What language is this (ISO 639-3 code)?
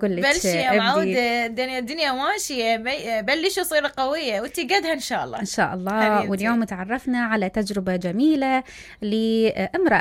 acm